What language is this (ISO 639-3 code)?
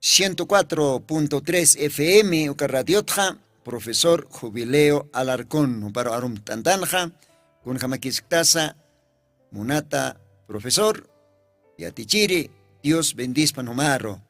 aym